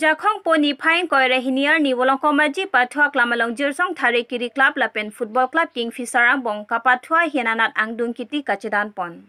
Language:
Karbi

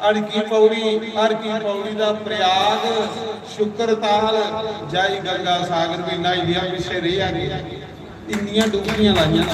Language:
Dogri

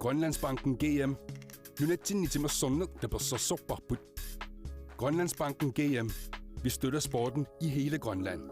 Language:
Kalaallisut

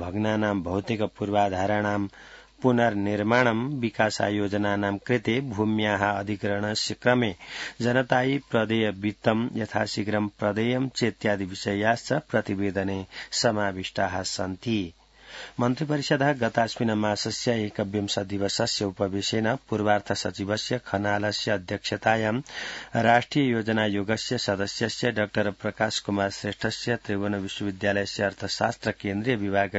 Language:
Sanskrit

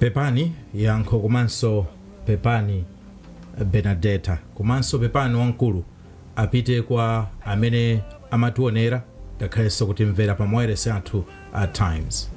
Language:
Nyanja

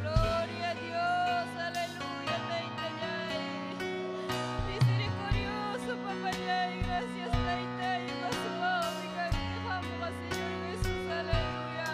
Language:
Ayacucho Quechua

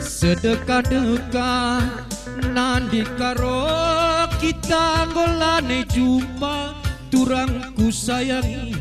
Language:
Batak Karo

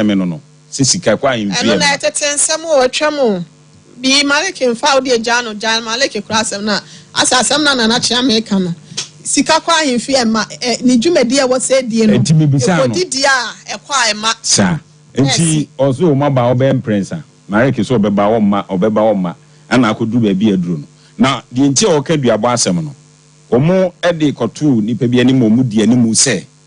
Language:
Akan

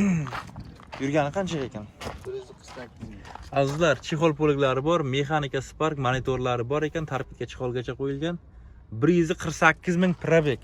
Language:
Uzbek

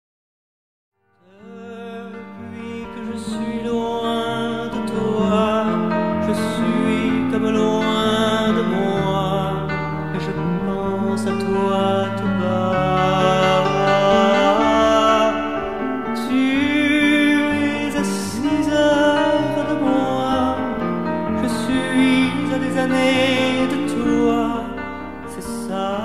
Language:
French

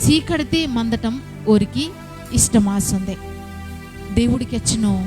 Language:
Koya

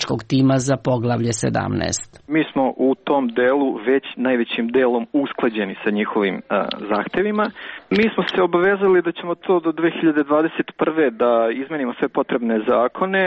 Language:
Serbian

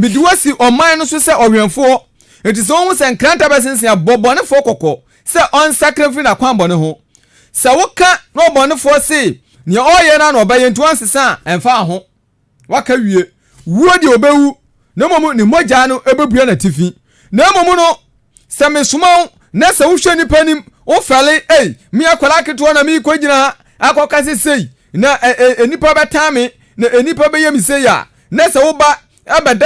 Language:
Akan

